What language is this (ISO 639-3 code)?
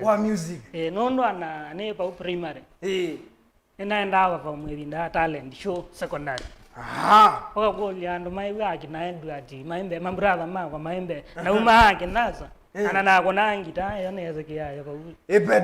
kam